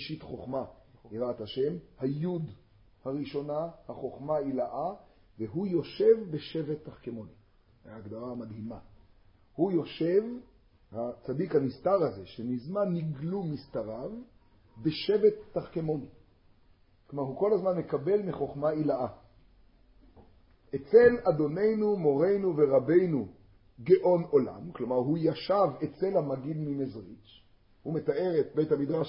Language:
Hebrew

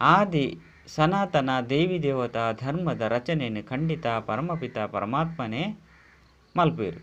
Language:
Tulu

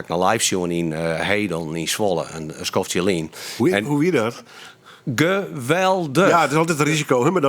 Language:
Western Frisian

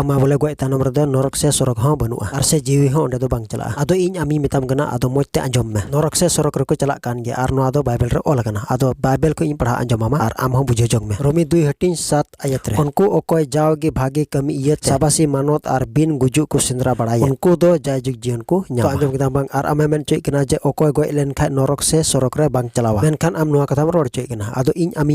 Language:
Santali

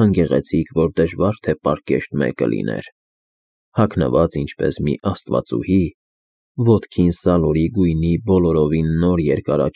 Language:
Armenian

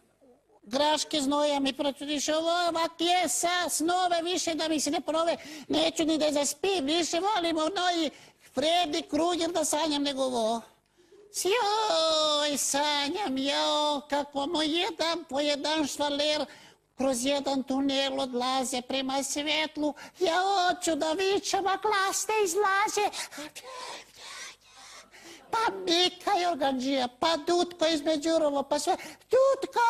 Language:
Serbian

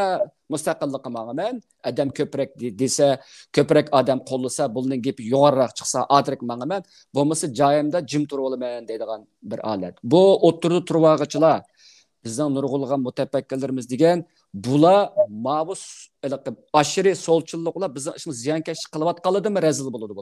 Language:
Uyghur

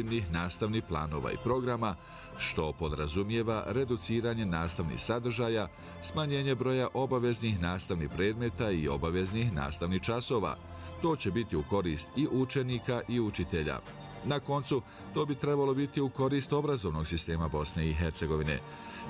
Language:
Bosnian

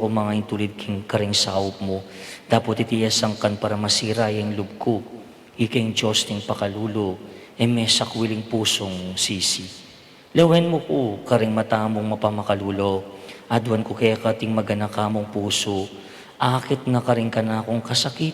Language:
Pampanga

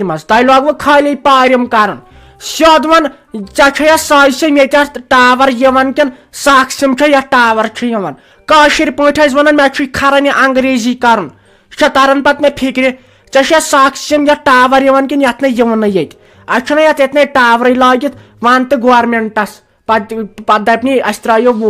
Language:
Kashmiri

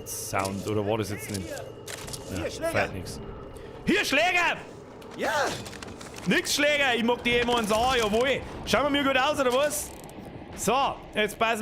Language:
Bavarian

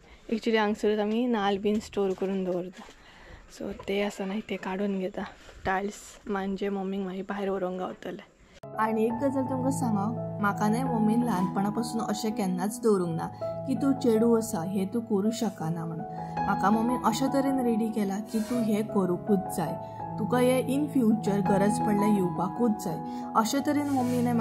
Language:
Konkani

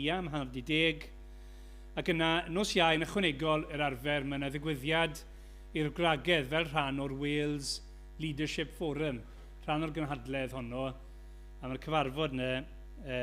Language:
Welsh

